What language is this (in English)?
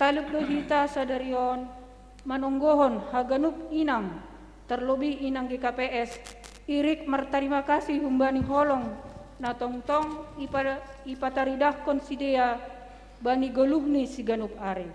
Batak Simalungun